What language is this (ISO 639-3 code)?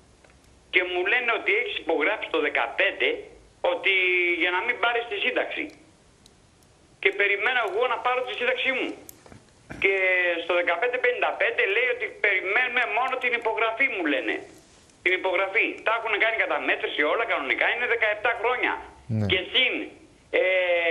ell